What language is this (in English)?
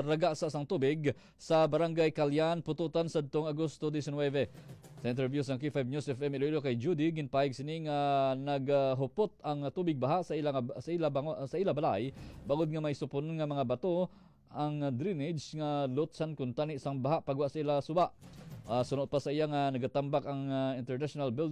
Hiligaynon